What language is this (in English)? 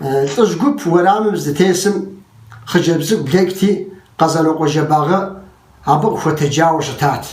Kabardian